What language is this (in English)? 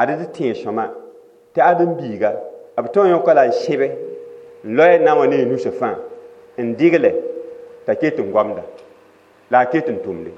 Mossi